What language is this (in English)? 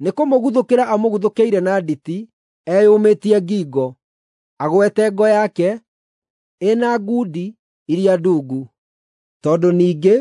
Kikuyu